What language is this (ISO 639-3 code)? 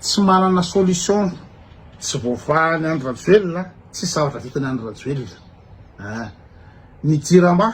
mlg